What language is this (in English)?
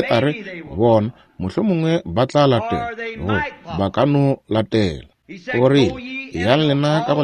Northern Sotho